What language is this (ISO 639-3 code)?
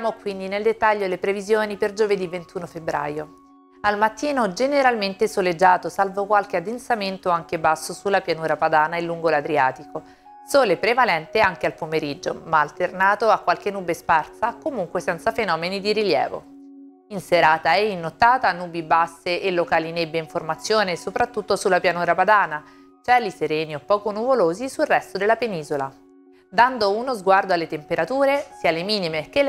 ita